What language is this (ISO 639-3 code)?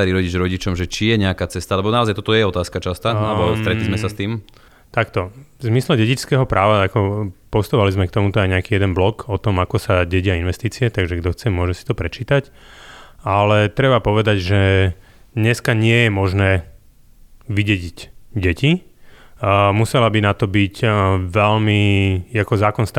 slk